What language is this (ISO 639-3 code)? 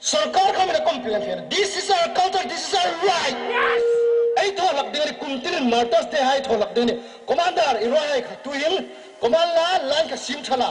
hmr